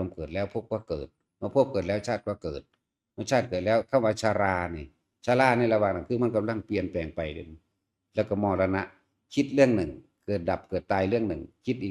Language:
Northeastern Thai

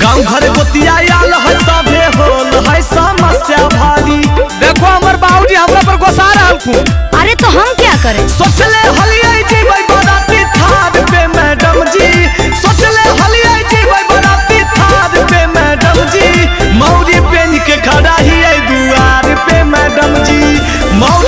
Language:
Magahi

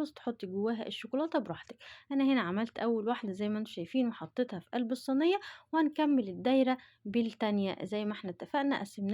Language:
Egyptian Arabic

